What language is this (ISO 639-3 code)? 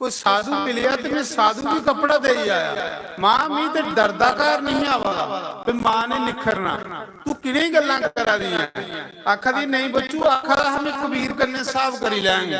doi